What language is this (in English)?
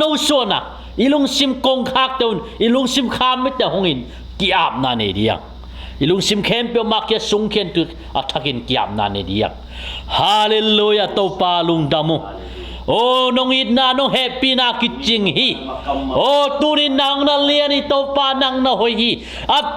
Tedim Chin